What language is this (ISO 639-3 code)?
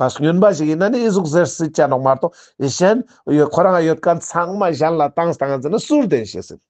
lbj